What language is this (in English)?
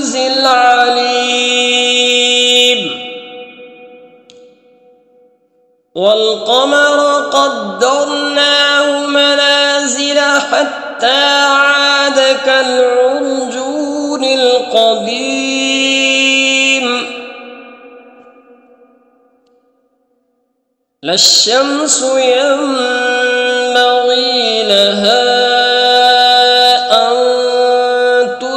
Arabic